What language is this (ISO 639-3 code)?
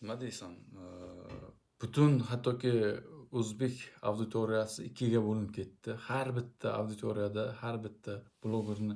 uzb